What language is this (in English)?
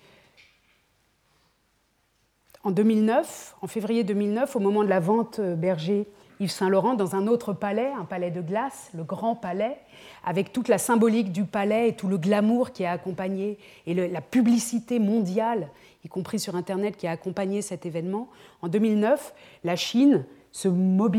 French